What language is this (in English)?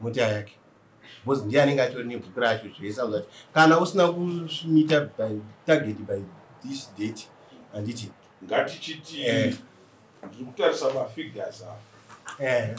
Shona